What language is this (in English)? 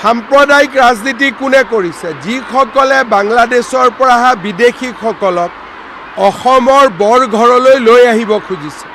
Assamese